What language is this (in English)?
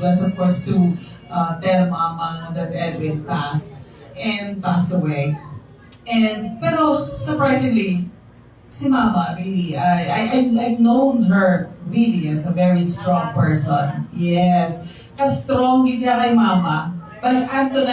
Hiligaynon